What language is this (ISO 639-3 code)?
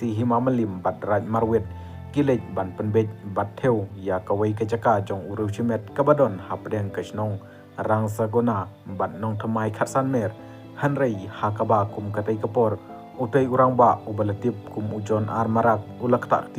kha